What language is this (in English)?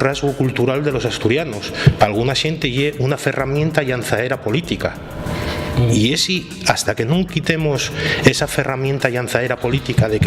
Asturian